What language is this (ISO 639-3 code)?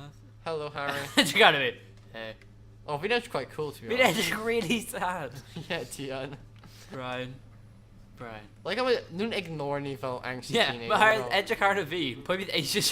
cym